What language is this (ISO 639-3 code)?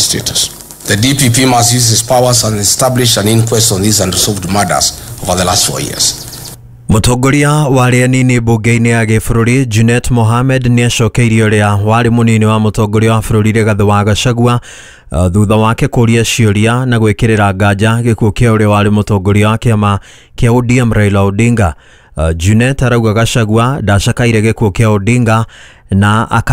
kik